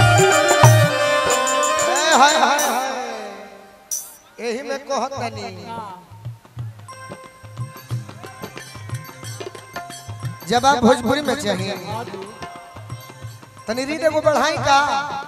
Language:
Bhojpuri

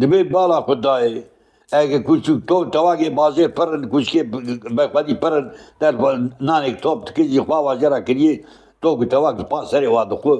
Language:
Kurdish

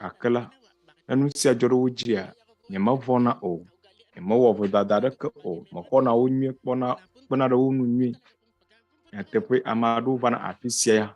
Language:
Ewe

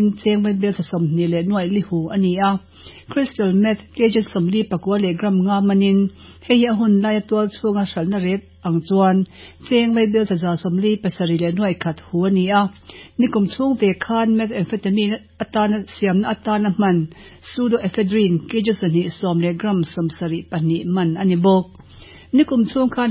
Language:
Mizo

